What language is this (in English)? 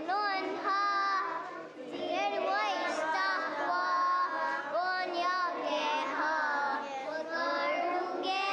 Mohawk